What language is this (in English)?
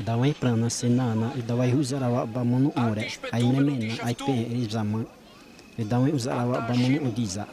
Xavánte